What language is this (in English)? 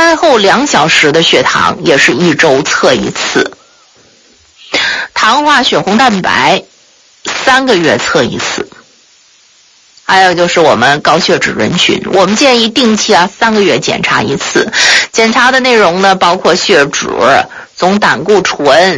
Chinese